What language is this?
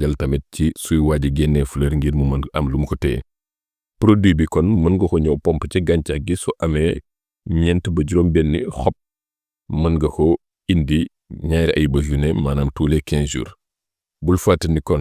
Wolof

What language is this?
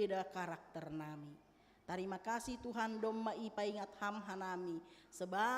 Batak Simalungun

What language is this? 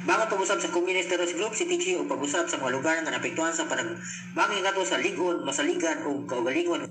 Cebuano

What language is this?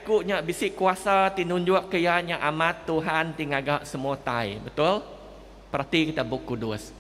Iban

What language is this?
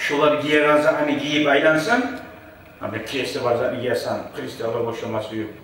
Kumyk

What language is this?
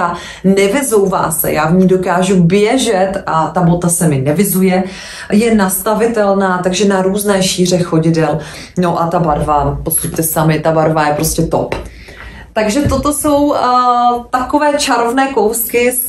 Czech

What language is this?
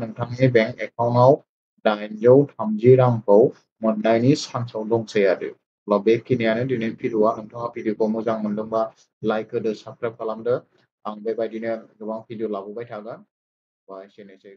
Bodo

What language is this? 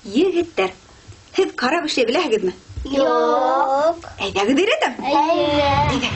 Bashkir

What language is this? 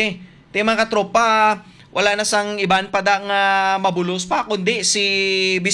Hiligaynon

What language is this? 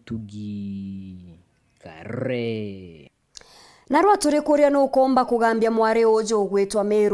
Meru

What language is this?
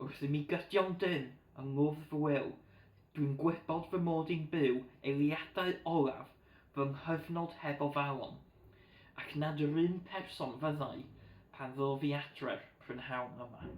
Welsh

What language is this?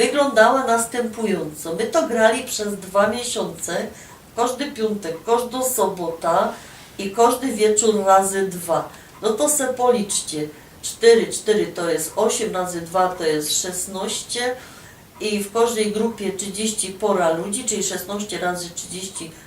Silesian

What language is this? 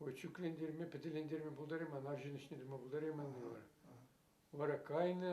Chuvash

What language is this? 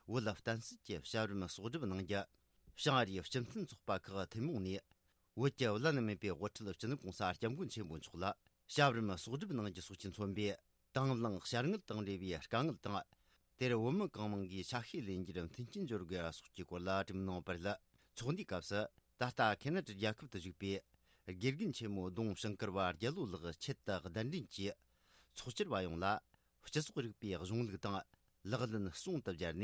Tibetan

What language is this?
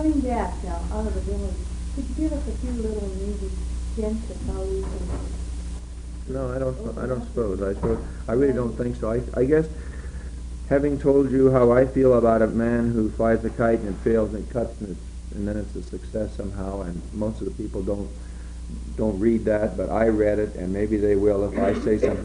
English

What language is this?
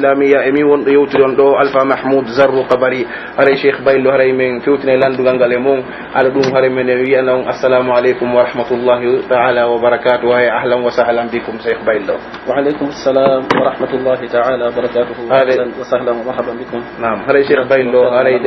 Pular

